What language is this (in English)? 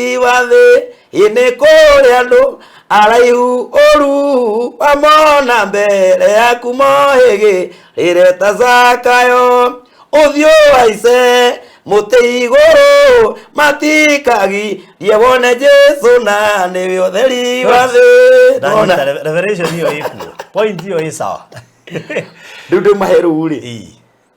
Kikuyu